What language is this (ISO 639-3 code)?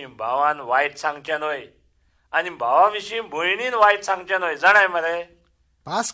kok